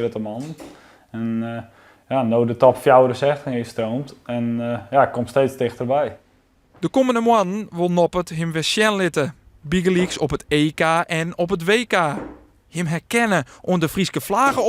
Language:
Western Frisian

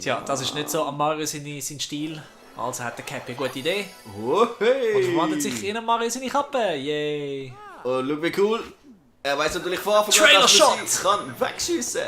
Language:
Swiss German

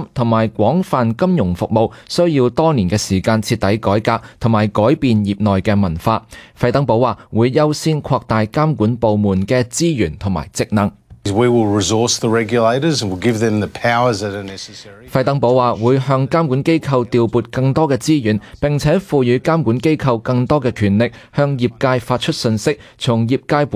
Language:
Cantonese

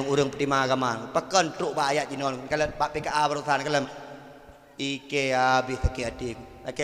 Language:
Achinese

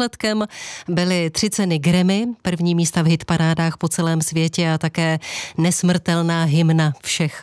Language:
Czech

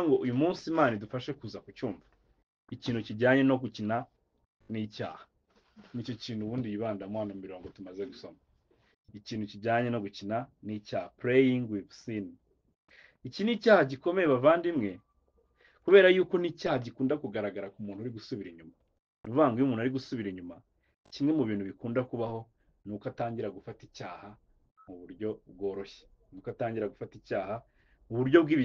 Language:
Kinyarwanda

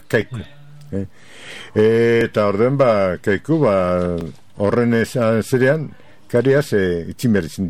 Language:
Basque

